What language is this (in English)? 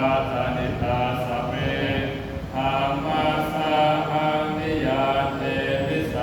Pali